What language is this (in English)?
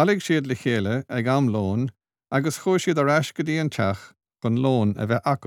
Irish